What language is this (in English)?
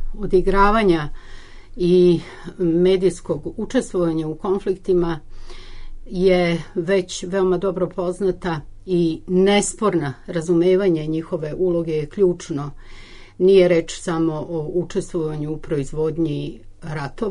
Serbian